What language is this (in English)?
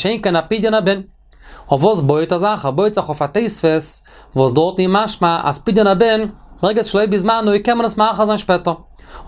Yiddish